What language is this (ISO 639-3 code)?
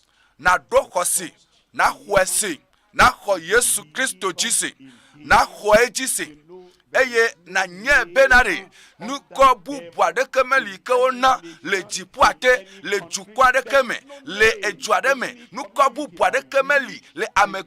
ewe